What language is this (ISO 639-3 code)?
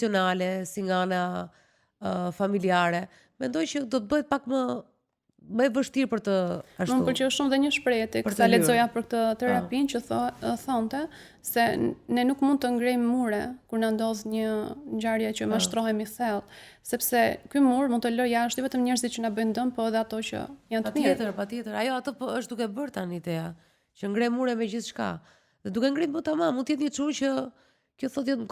sqi